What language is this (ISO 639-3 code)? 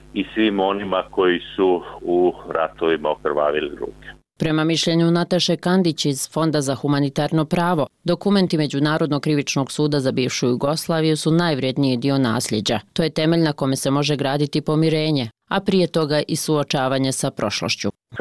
bos